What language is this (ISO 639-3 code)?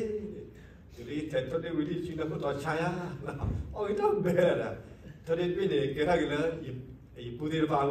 ksw